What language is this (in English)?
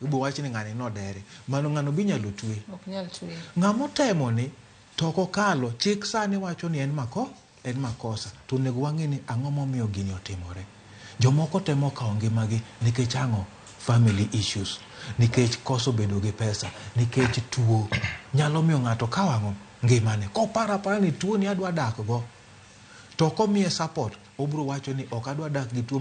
Luo (Kenya and Tanzania)